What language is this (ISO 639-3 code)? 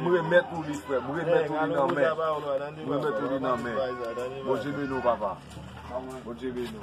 hat